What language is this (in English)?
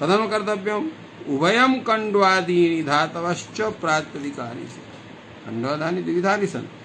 Sanskrit